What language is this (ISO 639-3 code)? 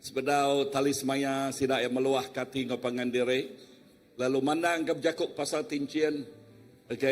iba